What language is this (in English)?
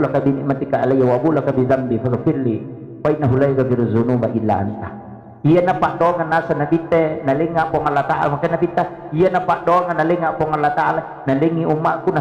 Buginese